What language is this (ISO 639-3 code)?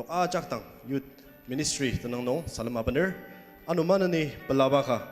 njo